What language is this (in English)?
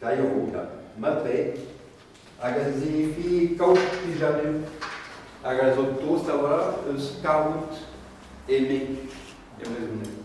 Breton